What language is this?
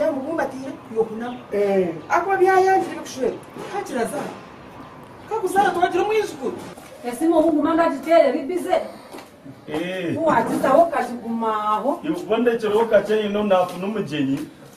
Kinyarwanda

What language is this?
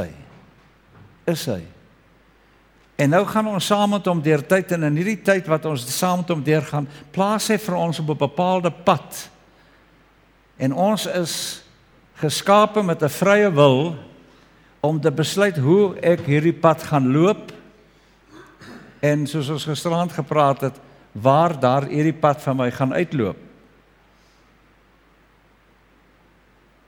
Afrikaans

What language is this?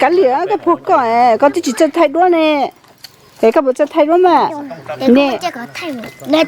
Hmong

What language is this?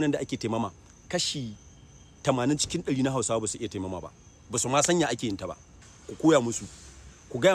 Hausa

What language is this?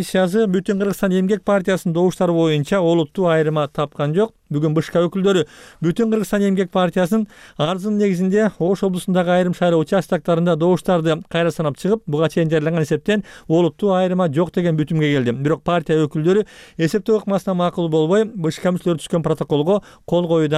Kyrgyz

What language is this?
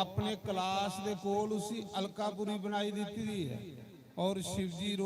Dogri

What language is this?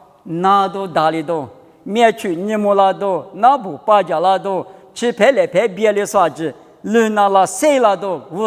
Lisu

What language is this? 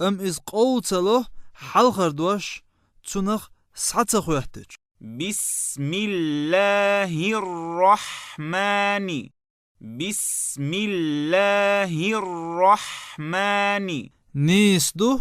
Chechen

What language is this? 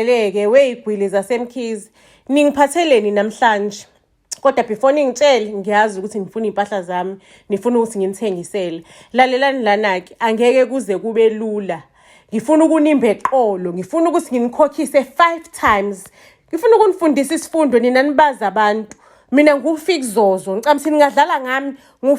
Zulu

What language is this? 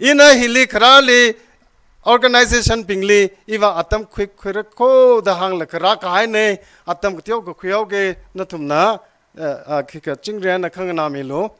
Tangkhul Naga (India)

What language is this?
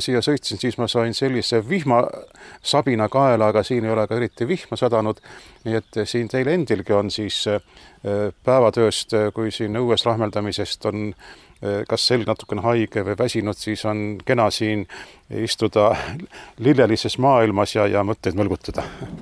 Estonian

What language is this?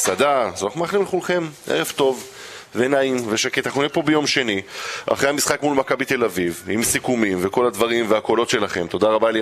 Hebrew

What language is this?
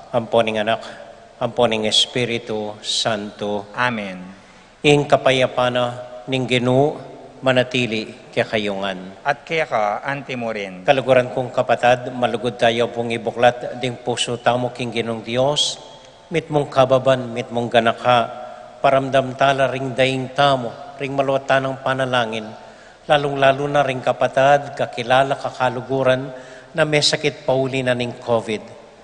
Pampanga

